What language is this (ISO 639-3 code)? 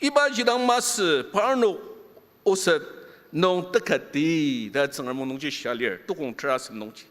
njo